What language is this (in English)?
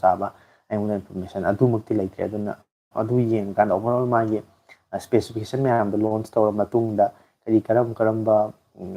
Manipuri